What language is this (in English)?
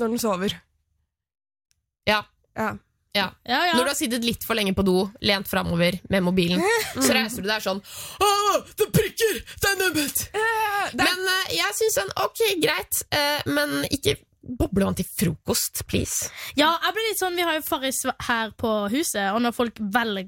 Norwegian